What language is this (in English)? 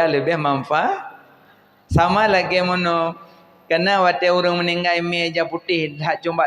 Achinese